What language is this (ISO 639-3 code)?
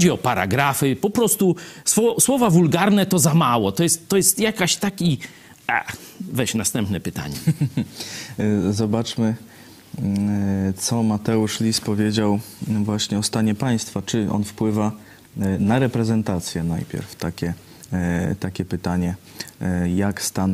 pol